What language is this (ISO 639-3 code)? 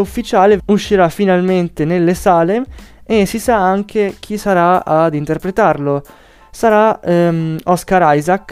ita